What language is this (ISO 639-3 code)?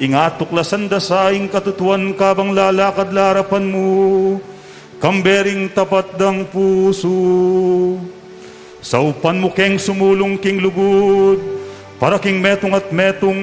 pam